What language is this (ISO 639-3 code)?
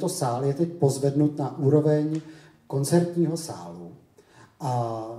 ces